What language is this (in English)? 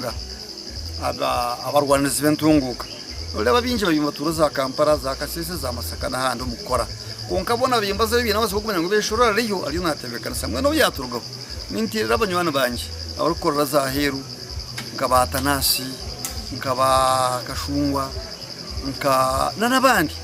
Nyankole